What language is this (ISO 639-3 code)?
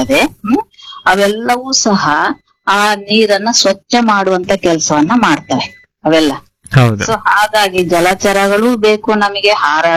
kan